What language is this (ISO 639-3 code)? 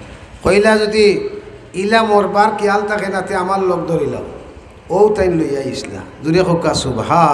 syl